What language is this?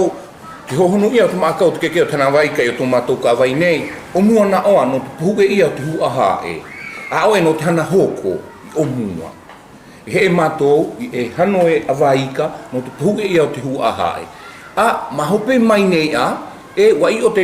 South Marquesan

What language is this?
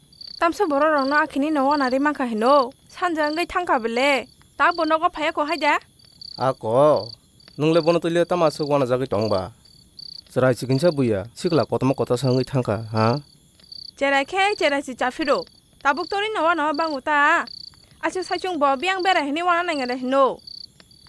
Kok Borok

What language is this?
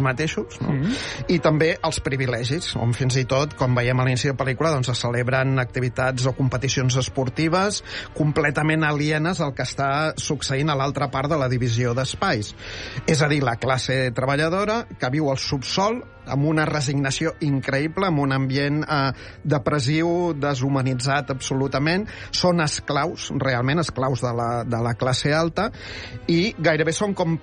Catalan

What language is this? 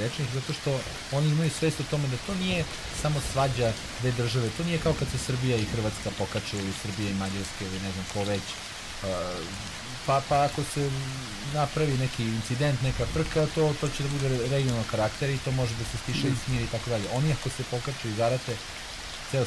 Serbian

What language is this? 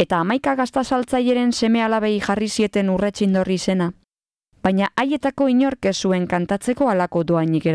Basque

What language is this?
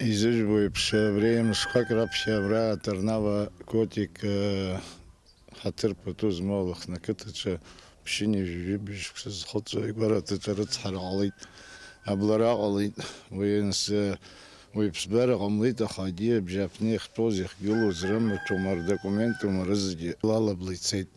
Abkhazian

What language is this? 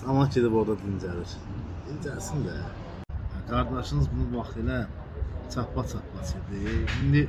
Azerbaijani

